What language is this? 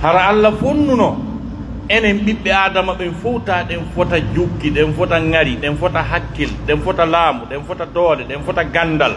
Pular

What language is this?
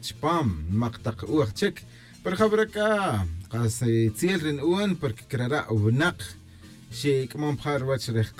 Tz'utujil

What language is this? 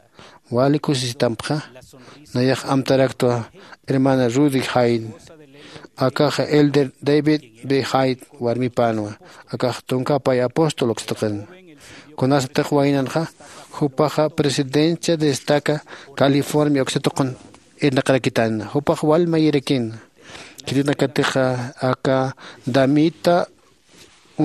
Aymara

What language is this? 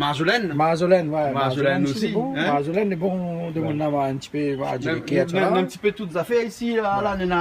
Réunion Creole French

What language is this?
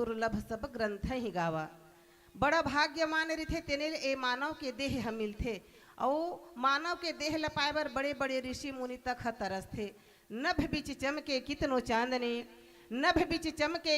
Chhattisgarhi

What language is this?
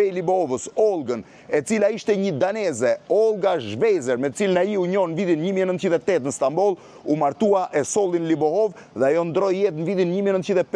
Albanian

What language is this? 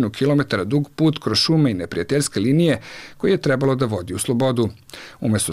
Bosnian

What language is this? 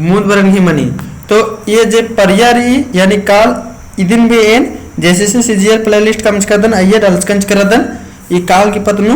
Kurukh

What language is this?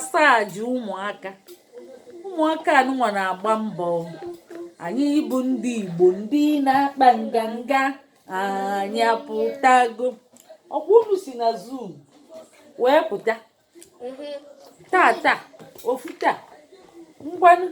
Igbo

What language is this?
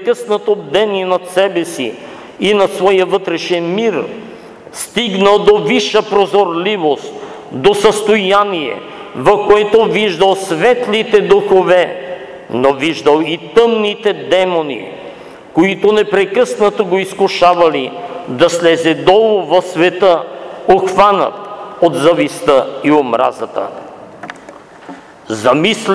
Bulgarian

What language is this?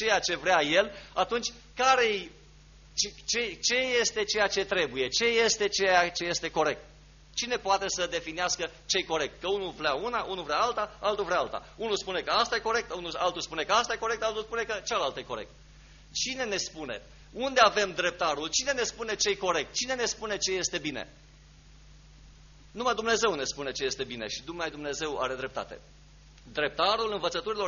Romanian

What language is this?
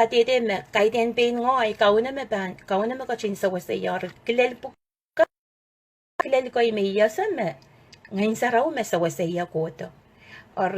Pohnpeian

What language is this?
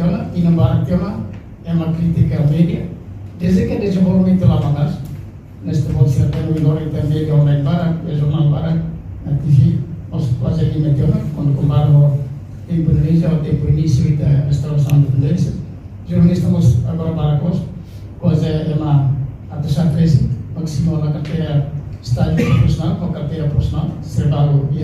Tetum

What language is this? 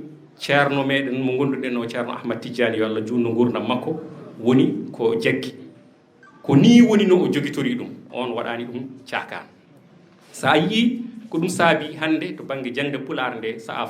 Fula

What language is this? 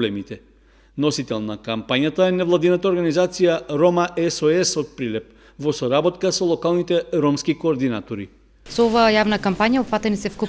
Macedonian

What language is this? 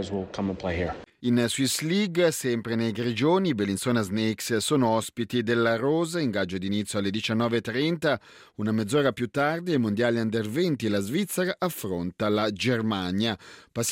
Italian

